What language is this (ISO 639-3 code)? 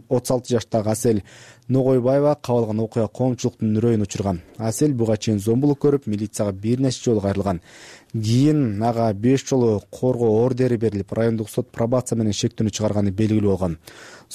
kir